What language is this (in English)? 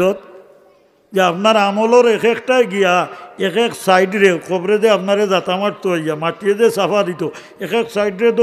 Sylheti